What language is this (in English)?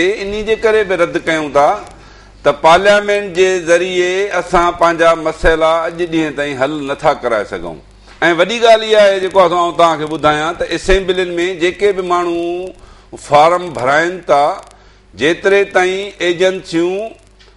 Sindhi